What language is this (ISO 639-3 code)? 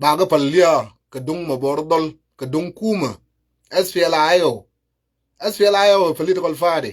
nus